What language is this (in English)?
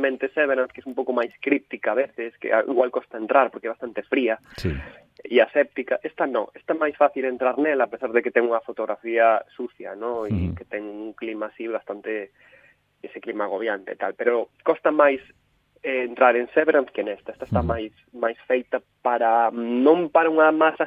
Galician